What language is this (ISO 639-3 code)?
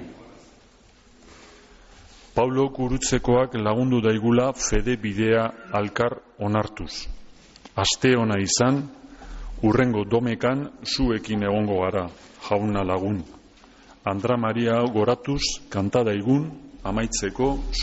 eus